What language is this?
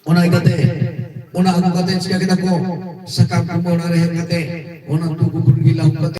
Santali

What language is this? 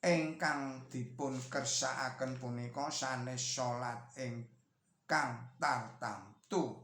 Javanese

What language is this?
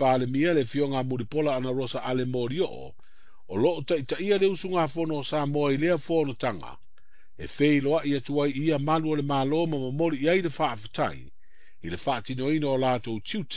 Samoan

